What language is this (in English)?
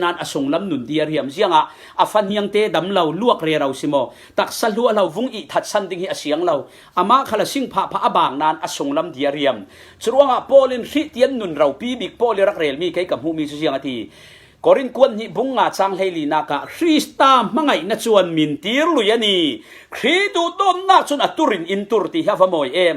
Falam Chin